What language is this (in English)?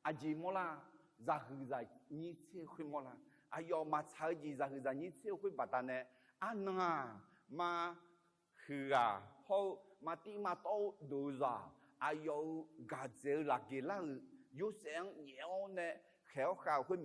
Akha